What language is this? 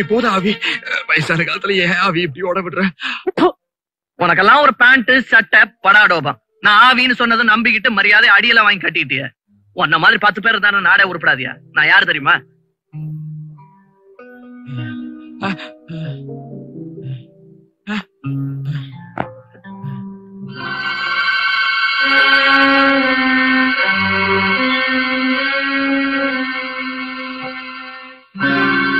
Tamil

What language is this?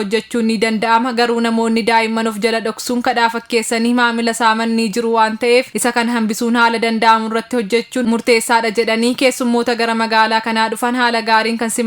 Oromo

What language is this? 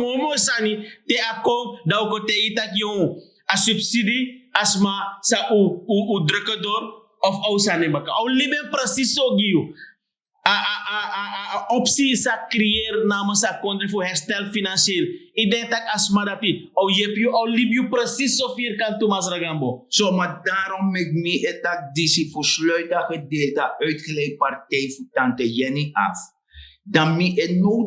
Sranan Tongo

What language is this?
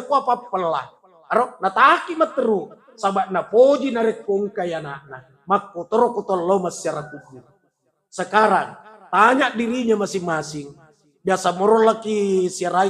Buginese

